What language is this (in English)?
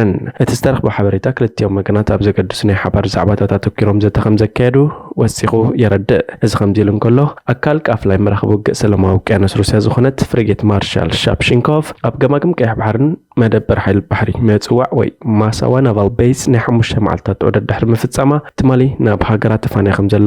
Tigrinya